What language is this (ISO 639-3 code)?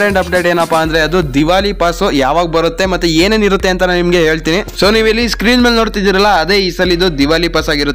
kan